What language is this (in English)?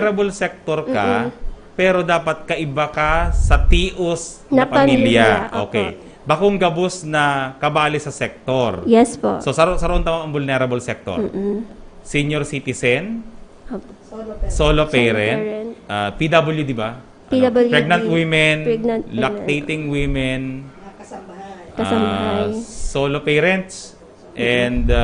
Bikol